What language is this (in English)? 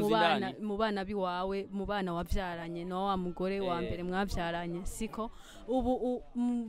Rundi